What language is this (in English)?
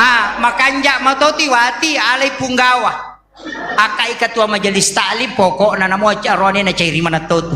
Buginese